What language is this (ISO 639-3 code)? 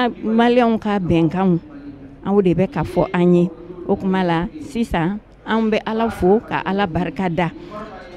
bam